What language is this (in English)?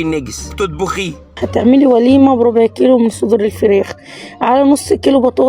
Egyptian Arabic